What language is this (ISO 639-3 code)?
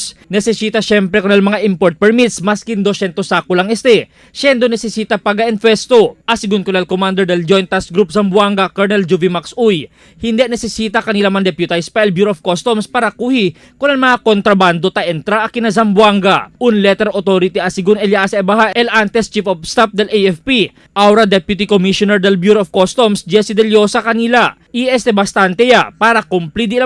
cbk